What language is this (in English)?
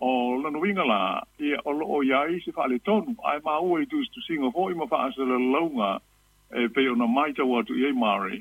Samoan